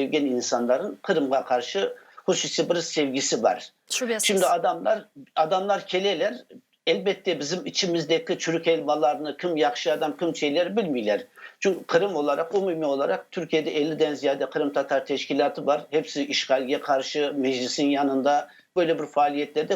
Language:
Crimean Tatar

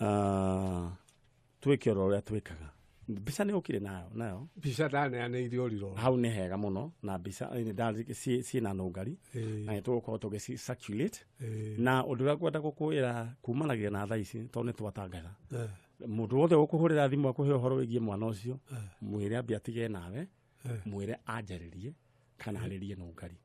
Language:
Kikuyu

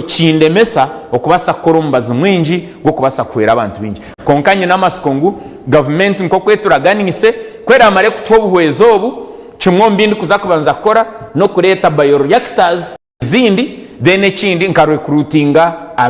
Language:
Nyankole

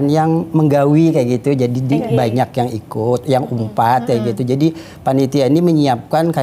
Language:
Banjar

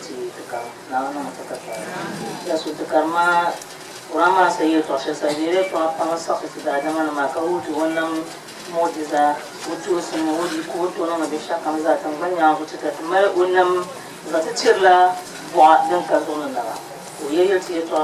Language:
Dagbani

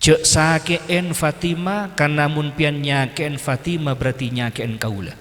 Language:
Madurese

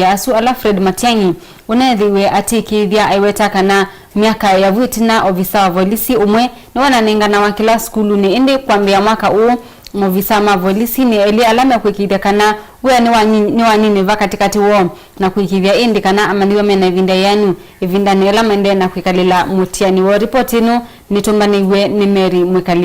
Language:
Kamba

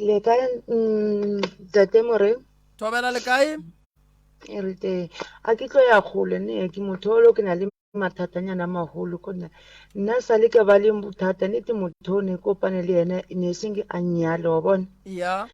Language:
Northern Sotho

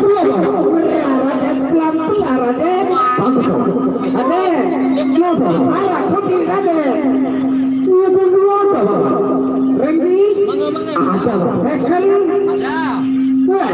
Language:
Sasak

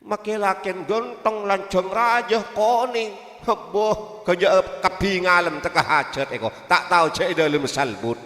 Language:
Madurese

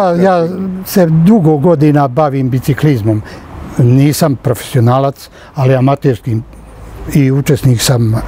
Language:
Bosnian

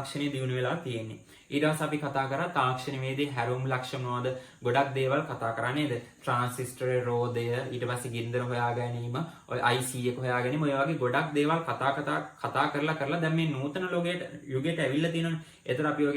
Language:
Sinhala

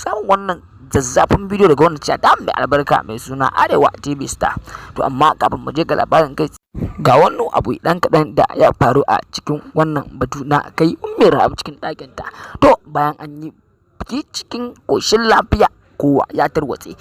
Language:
Hausa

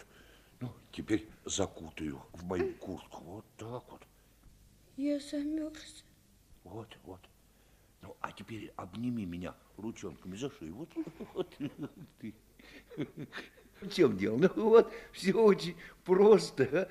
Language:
Russian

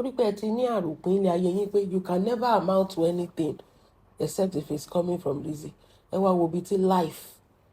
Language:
Yoruba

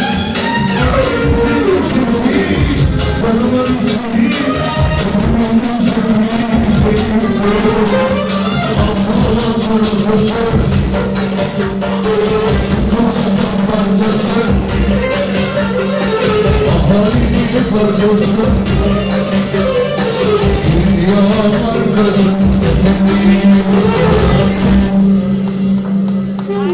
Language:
Turkish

